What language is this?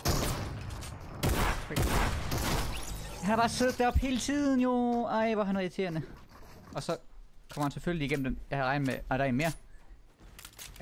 Danish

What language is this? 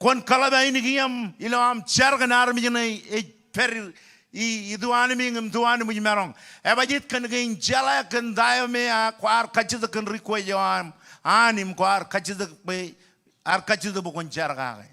Marshallese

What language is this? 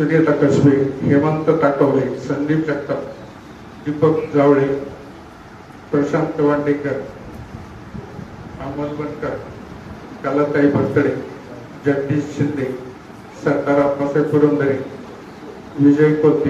Marathi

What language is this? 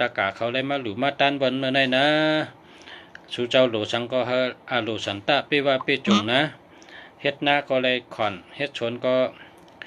Shan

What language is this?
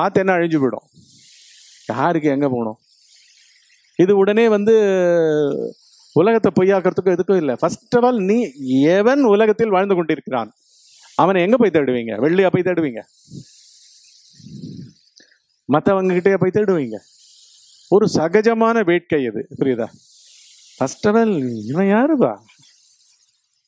Tamil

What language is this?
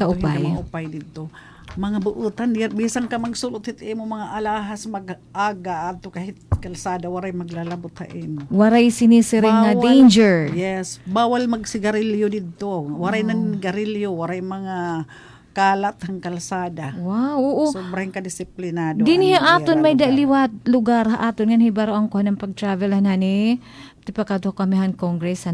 Waray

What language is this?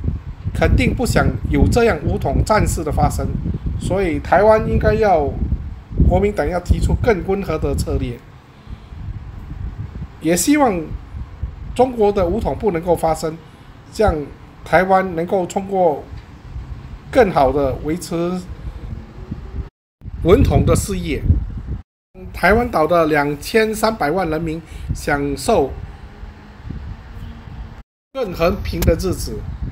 Chinese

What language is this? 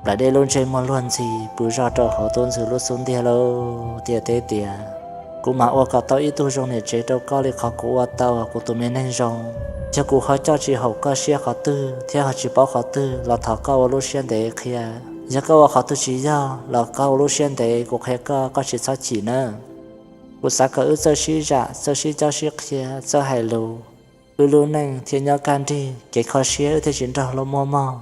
Hmong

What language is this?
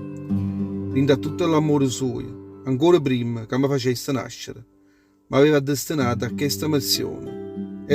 Neapolitan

